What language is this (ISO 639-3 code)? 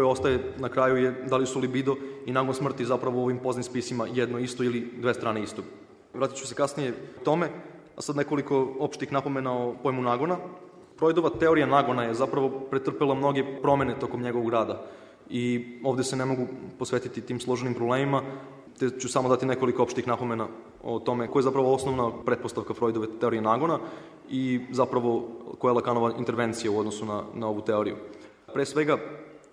srp